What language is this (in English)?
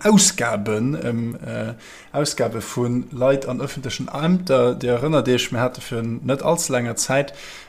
Luxembourgish